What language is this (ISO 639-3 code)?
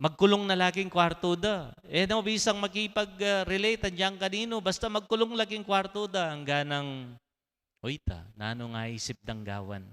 pam